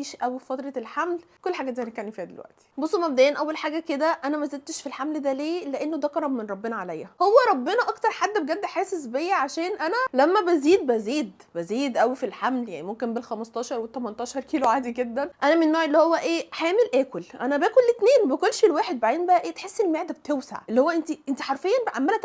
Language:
Egyptian Arabic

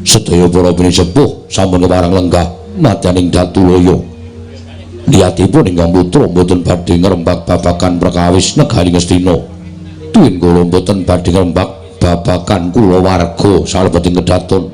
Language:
Javanese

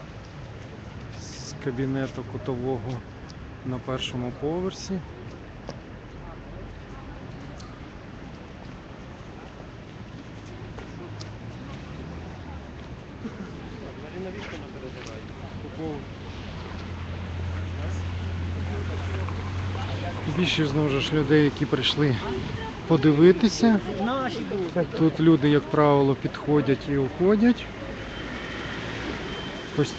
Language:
Ukrainian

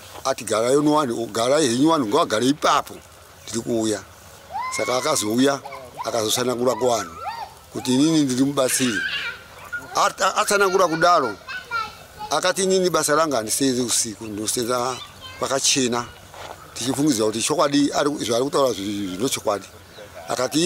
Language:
Shona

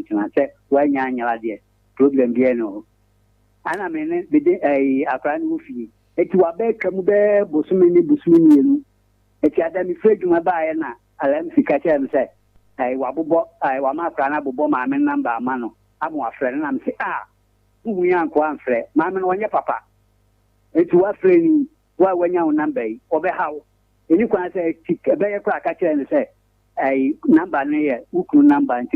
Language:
Akan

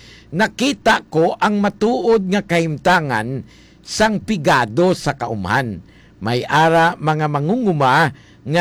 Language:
Hiligaynon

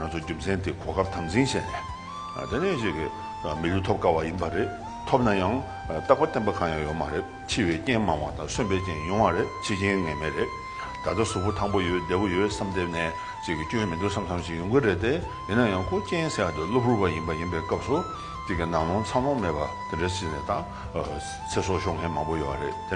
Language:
Tibetan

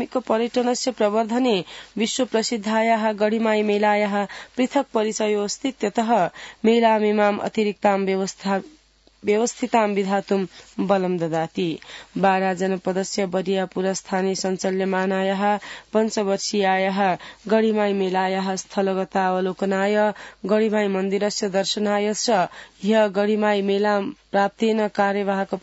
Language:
Sanskrit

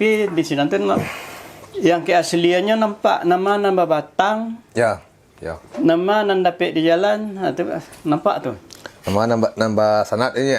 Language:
Minangkabau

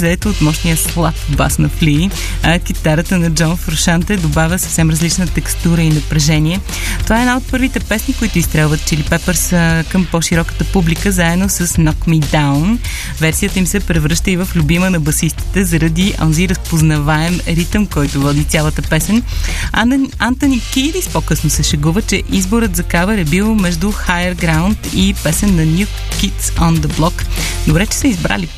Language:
Bulgarian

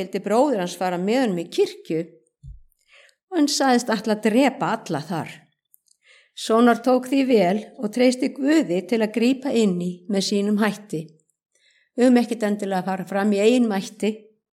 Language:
Icelandic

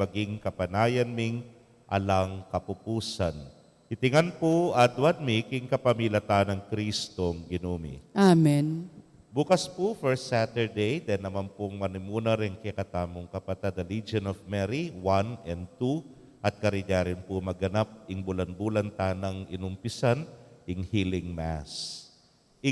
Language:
Pampanga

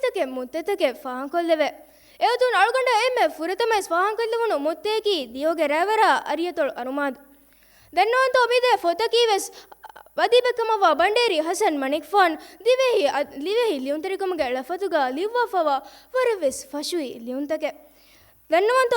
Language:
Divehi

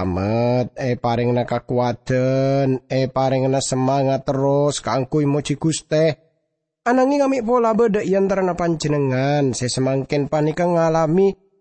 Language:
Madurese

